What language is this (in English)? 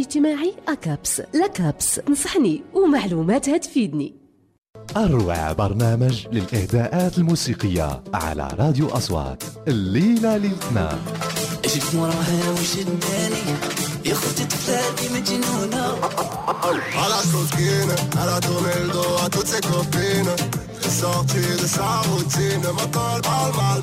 Moroccan Arabic